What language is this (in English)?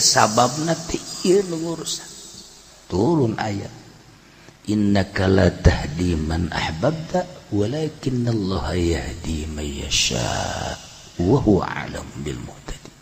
Sundanese